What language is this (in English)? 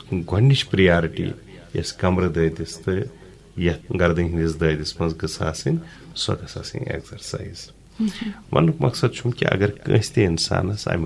Kashmiri